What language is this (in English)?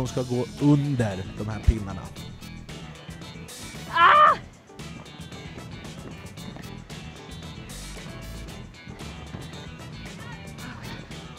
Swedish